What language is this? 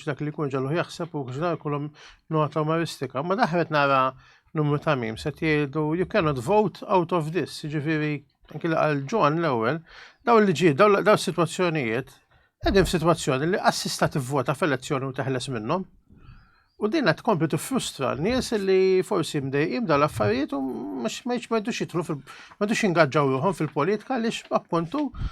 Maltese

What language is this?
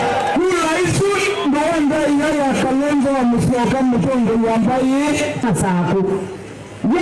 Kamba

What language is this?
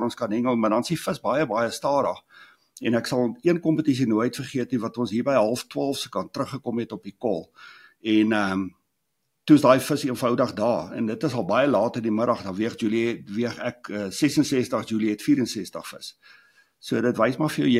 Afrikaans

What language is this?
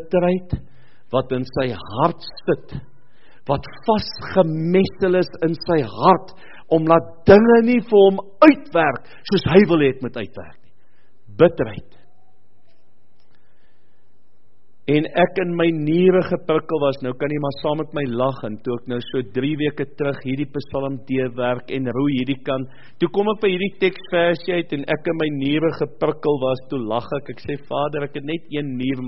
Afrikaans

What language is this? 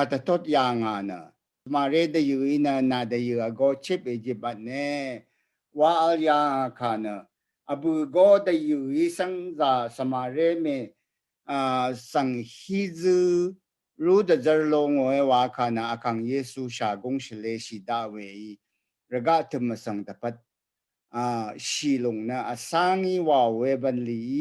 Rawang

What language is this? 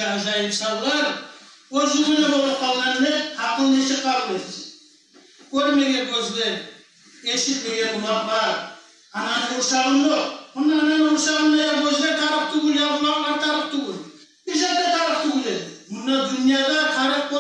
Kumyk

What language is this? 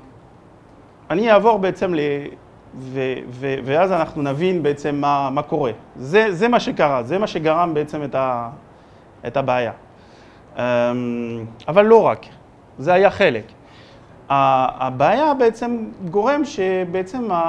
Hebrew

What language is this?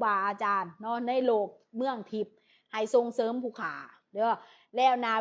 Lao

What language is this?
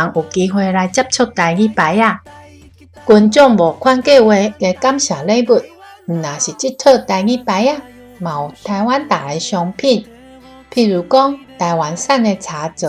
Min Nan Chinese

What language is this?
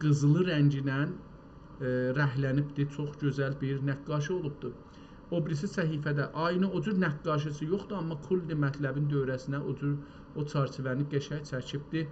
South Azerbaijani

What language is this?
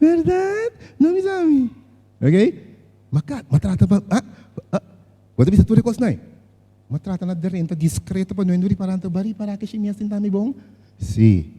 Papiamento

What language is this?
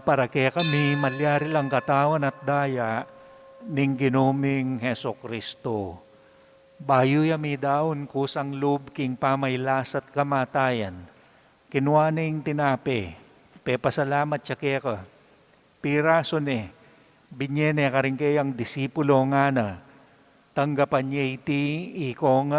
Pampanga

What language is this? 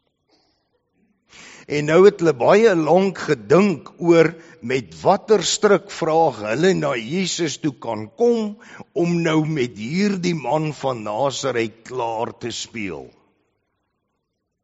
Afrikaans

